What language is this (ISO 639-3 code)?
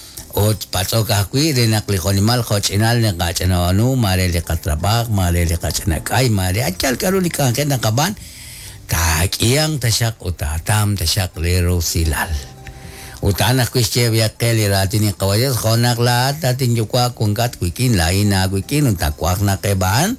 kek